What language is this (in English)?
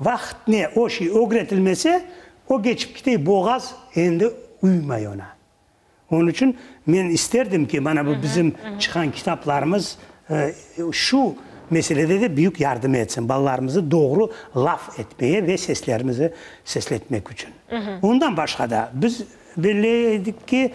Crimean Tatar